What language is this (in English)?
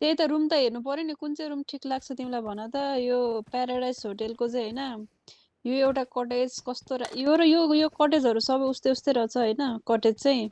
Nepali